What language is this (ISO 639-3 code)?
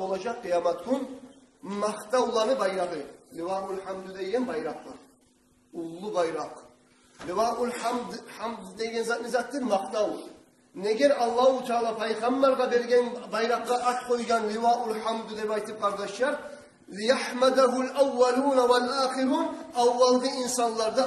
kum